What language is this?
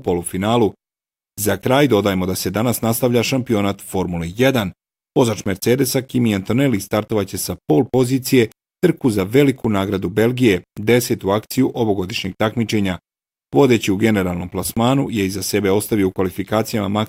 Bosnian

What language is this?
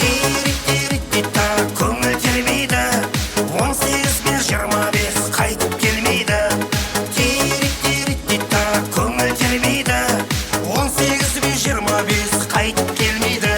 Kara-Kalpak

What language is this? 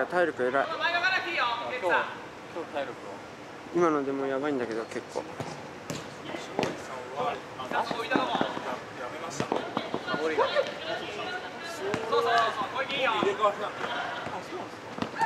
Japanese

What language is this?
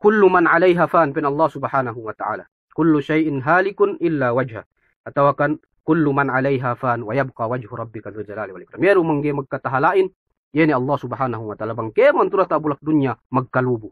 Yakan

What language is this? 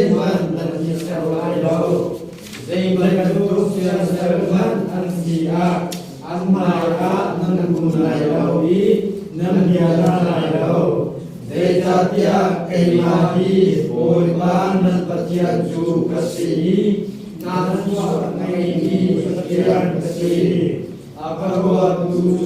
Hakha Chin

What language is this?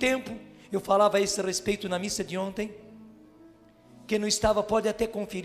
Portuguese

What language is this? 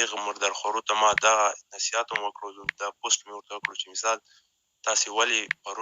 Pashto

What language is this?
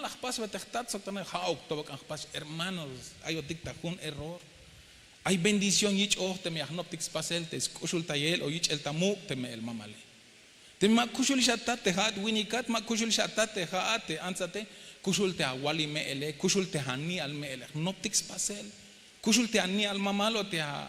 Tzeltal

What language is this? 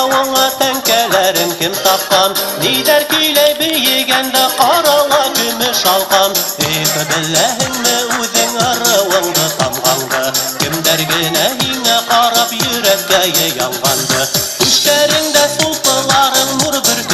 Bashkir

